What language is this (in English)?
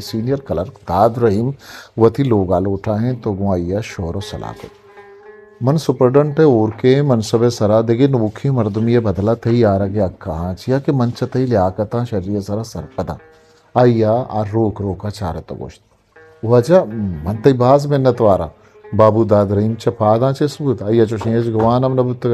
Eastern Balochi